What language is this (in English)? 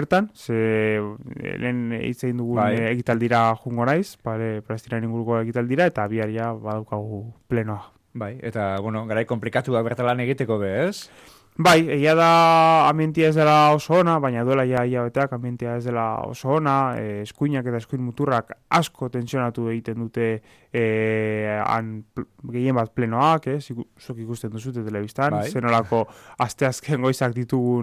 Basque